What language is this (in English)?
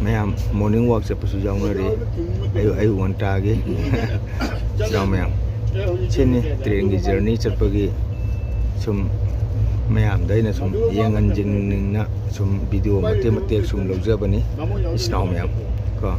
Manipuri